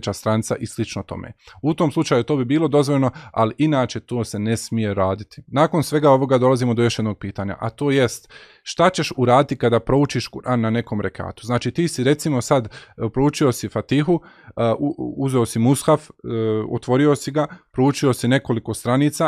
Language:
Bosnian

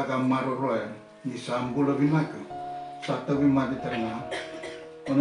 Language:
Fijian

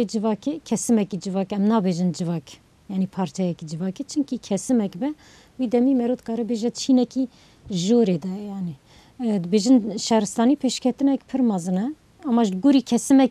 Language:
Kurdish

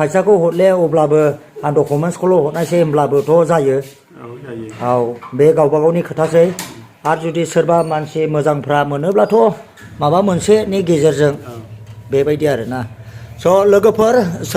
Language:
Bodo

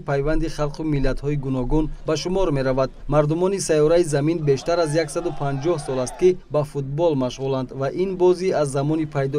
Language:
Tajik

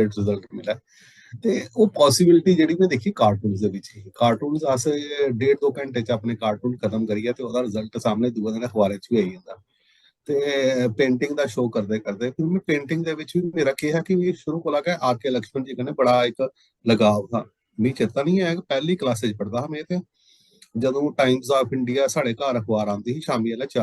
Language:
Dogri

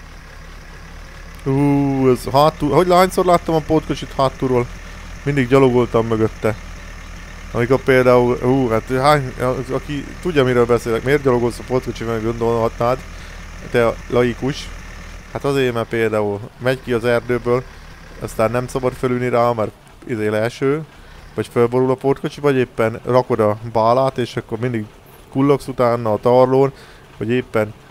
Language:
Hungarian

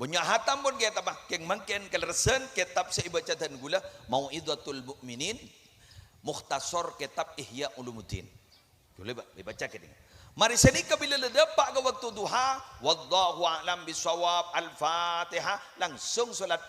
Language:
Madurese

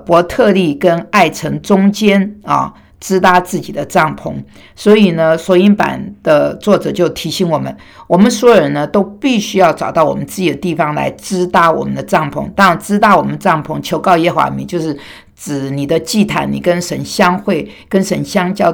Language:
Chinese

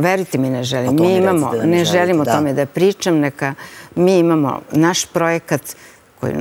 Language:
Serbian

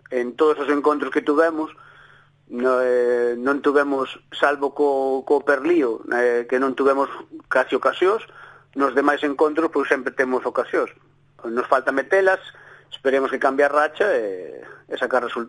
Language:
Galician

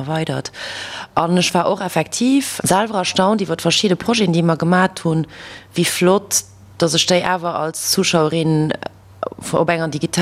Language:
Luxembourgish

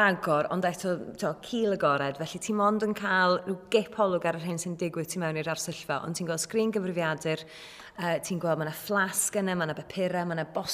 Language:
Welsh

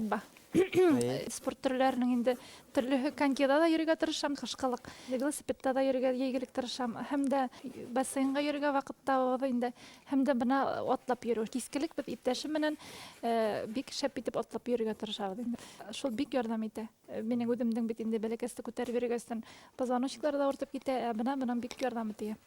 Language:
Bashkir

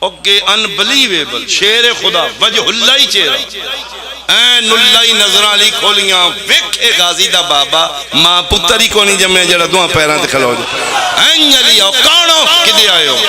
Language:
Pahari-Potwari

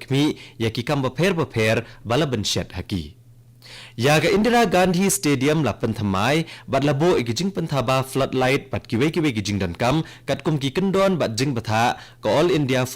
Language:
Khasi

